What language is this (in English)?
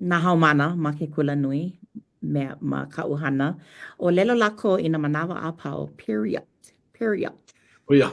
Hawaiian